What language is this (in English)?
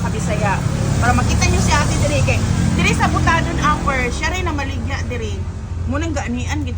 Cebuano